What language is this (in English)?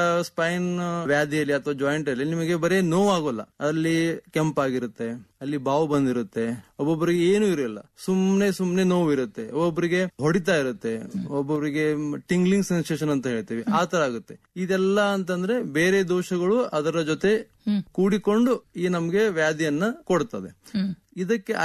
Kannada